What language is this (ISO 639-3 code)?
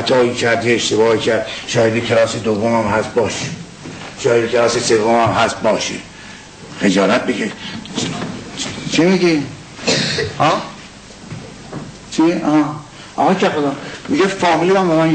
fas